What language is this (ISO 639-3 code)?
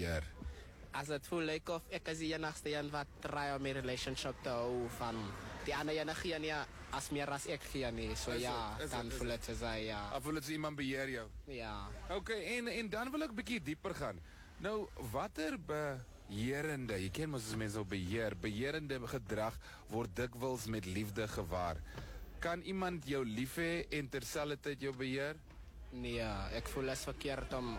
afr